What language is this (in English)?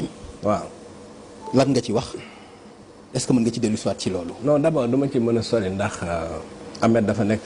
Wolof